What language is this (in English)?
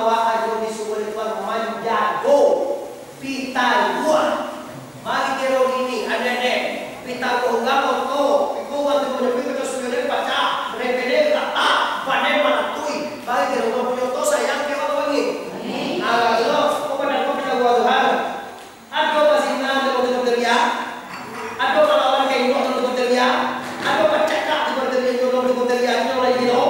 Minangkabau